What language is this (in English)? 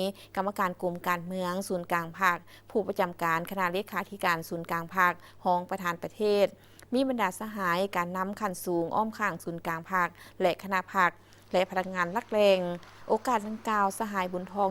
Lao